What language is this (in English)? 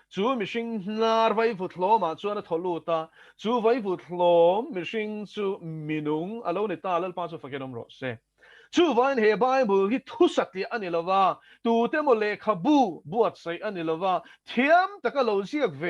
Mizo